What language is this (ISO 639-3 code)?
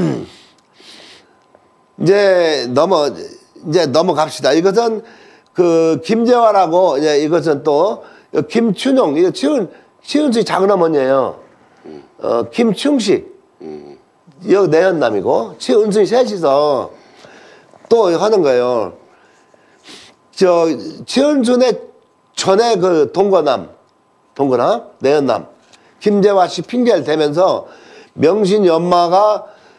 kor